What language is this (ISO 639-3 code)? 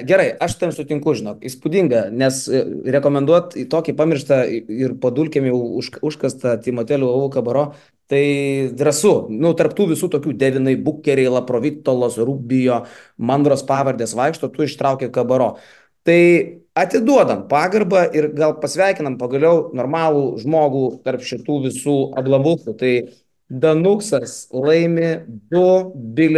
lit